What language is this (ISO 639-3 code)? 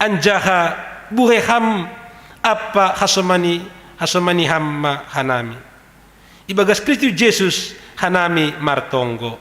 bts